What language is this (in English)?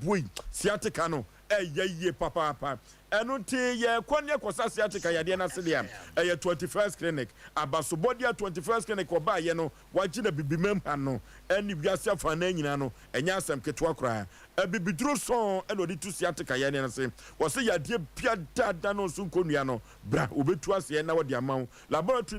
Akan